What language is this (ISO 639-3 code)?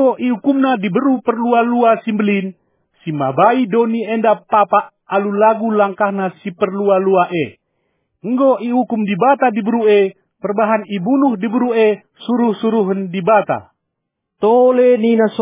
btx